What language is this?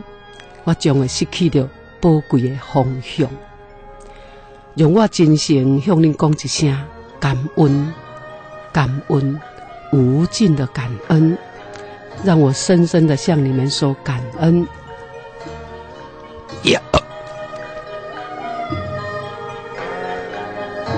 Min Nan Chinese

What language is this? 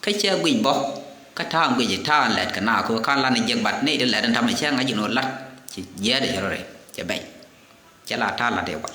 Nuer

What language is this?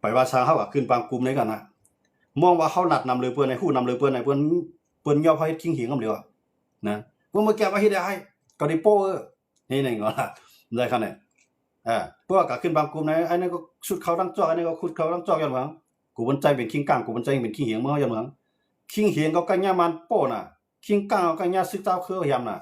Shan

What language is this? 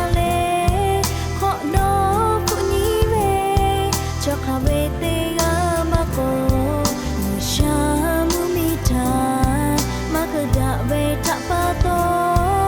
Lahu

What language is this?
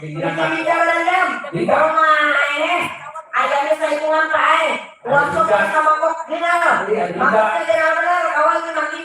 Banjar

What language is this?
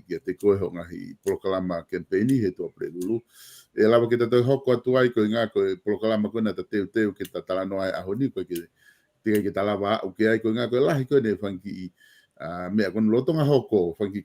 Tongan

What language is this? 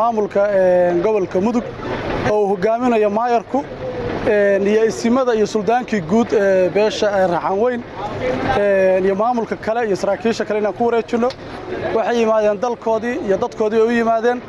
Somali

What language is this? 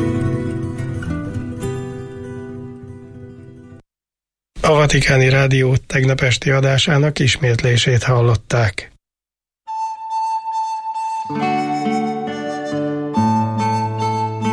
Hungarian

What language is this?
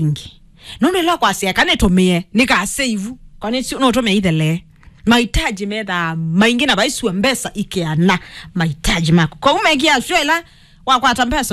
Kamba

